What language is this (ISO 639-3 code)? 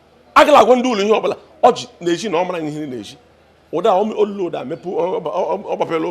ibo